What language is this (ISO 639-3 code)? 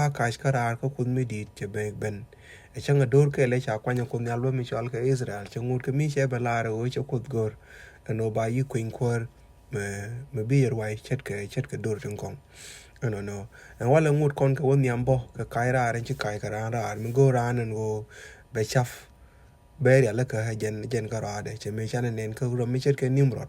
nus